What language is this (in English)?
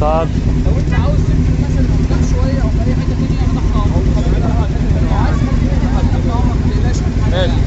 Egyptian Arabic